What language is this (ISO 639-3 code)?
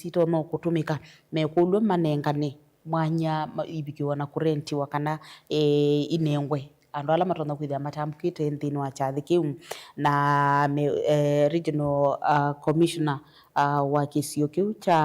kam